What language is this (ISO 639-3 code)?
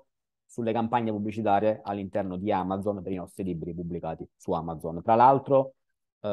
ita